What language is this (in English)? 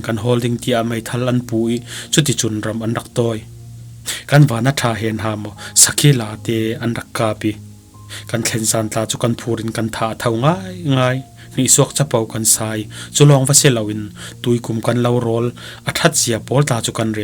Falam Chin